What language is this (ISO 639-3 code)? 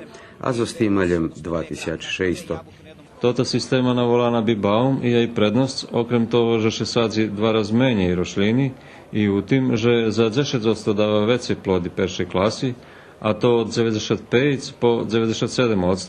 rue